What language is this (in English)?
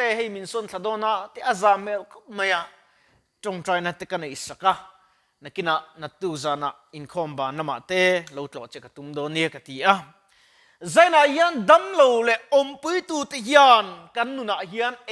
Mizo